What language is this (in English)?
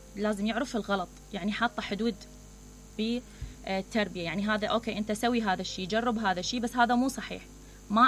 Mesopotamian Arabic